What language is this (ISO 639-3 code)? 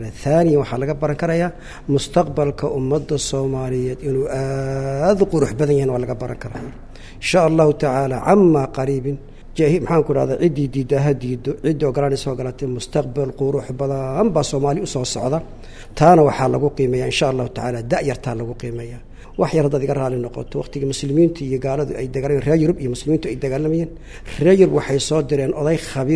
som